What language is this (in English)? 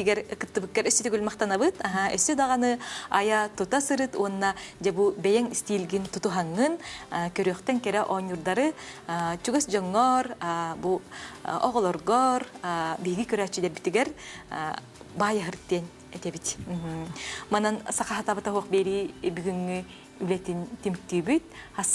Yakut